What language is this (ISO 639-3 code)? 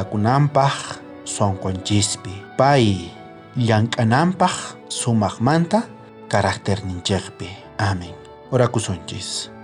quh